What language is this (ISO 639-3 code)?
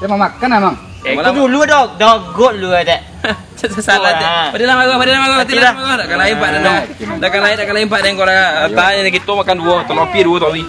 min